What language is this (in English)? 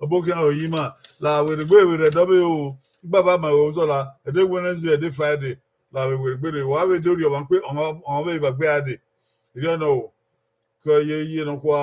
Bini